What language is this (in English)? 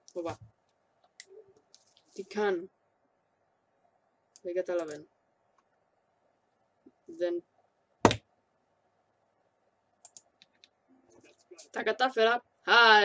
Greek